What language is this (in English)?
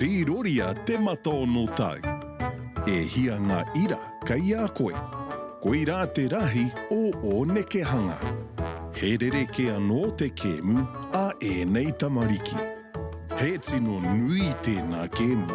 Māori